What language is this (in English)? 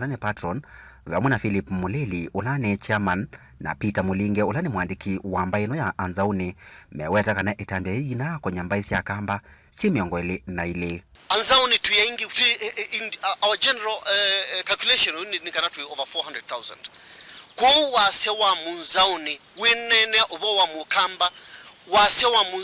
Kamba